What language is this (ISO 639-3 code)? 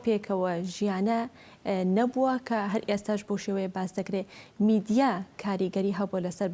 ckb